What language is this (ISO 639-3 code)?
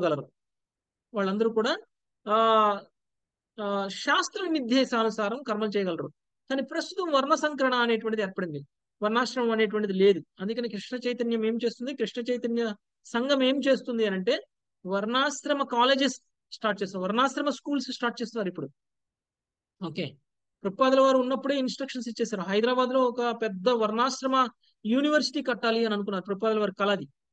tel